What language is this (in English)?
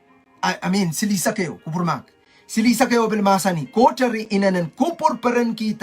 Pohnpeian